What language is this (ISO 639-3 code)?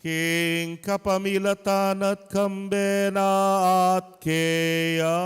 pam